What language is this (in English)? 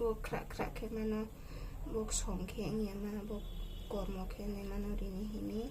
Riang (India)